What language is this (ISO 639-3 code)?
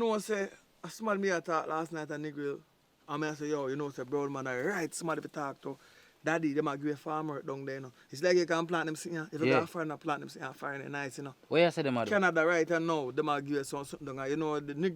jam